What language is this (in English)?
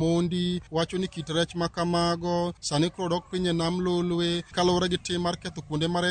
Luo (Kenya and Tanzania)